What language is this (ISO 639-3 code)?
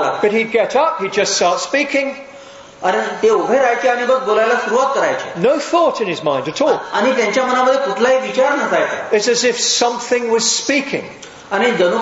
mar